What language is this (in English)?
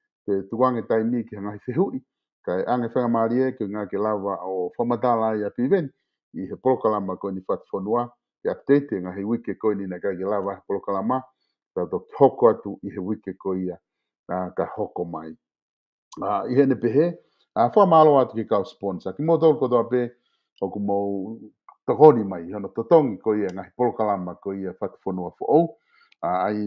Tongan